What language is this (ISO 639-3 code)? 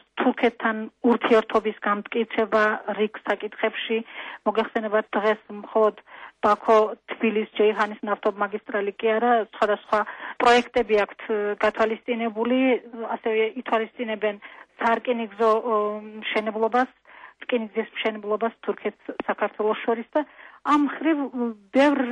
kat